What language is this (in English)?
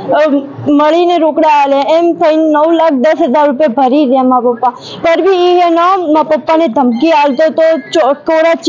Gujarati